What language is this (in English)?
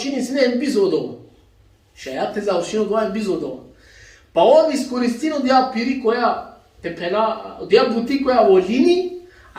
Balkan Romani